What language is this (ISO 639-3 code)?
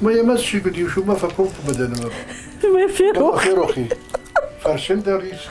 oss